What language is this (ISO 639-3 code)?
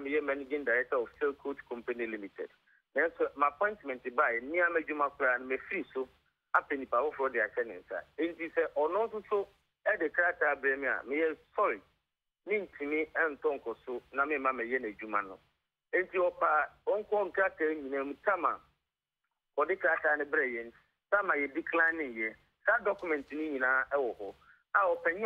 aka